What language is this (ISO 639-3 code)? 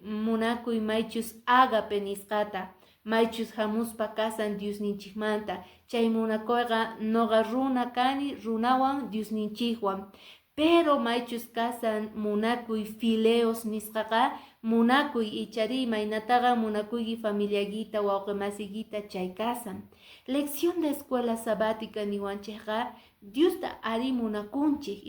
que